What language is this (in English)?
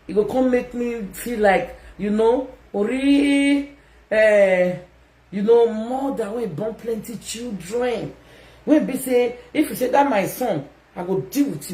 Nigerian Pidgin